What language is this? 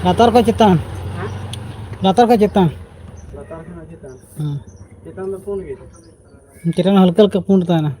Santali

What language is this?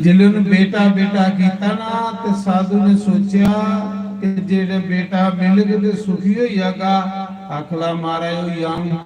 Dogri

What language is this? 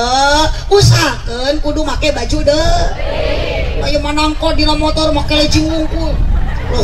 Sundanese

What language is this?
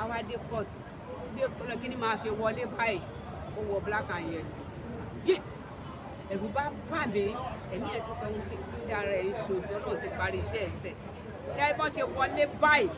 Yoruba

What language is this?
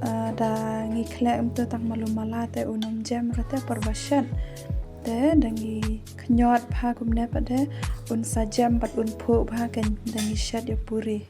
Khasi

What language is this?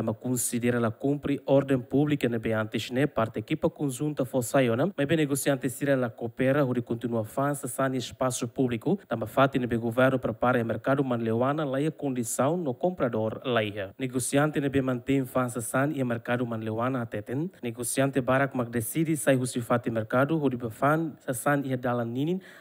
Tetum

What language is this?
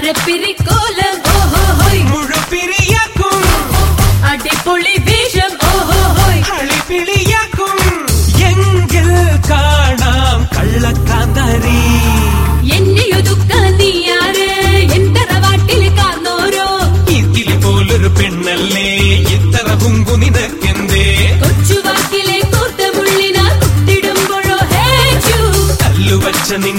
Malayalam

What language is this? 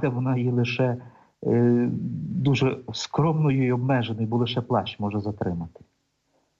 Ukrainian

